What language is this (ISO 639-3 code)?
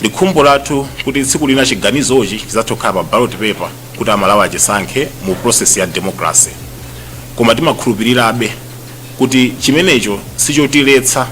nya